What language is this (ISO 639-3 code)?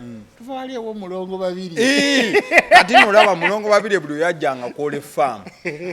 lug